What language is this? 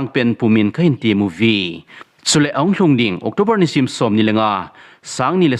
Thado Chin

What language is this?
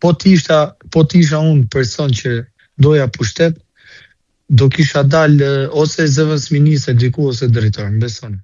Albanian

